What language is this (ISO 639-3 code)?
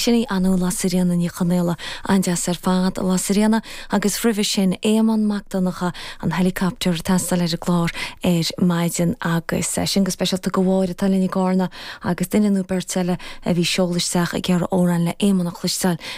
gle